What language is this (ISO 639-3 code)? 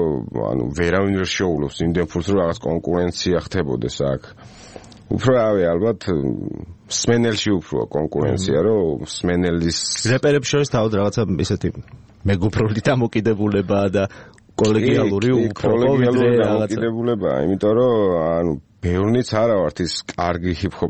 kat